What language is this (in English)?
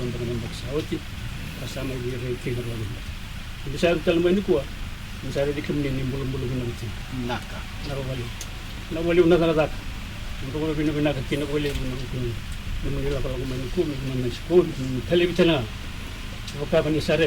Fijian